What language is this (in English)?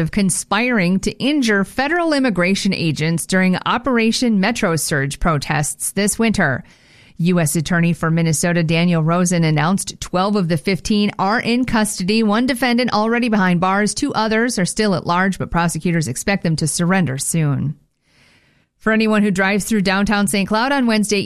English